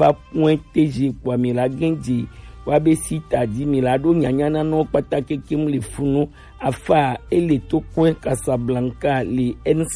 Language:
Gen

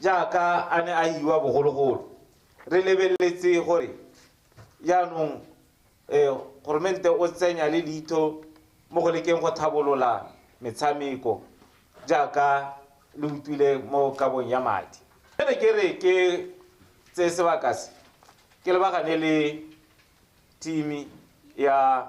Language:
Tswana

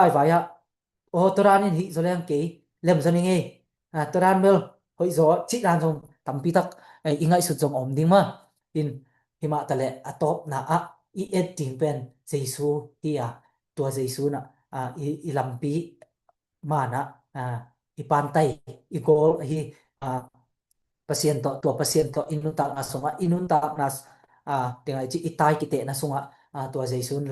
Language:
Tedim Chin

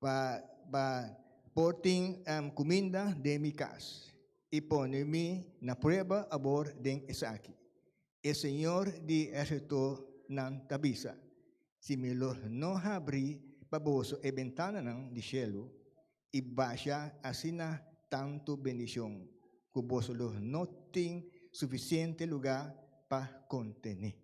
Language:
Papiamento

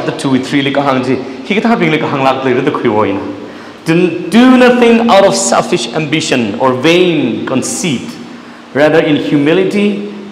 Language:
Tangkhul Naga (India)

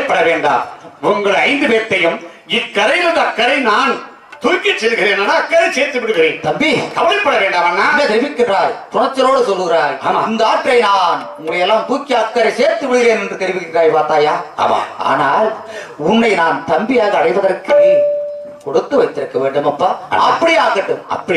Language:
Tamil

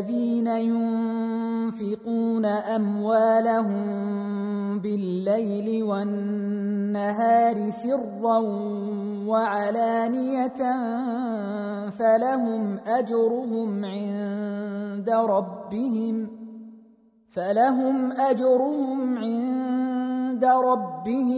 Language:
Arabic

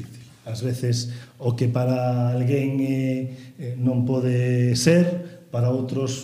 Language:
Galician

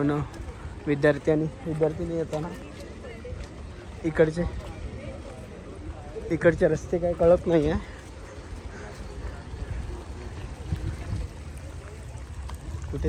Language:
Marathi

